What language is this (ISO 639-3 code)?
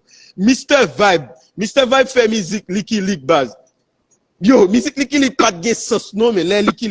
hat